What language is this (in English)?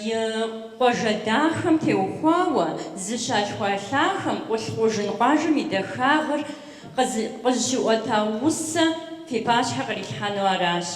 Kabardian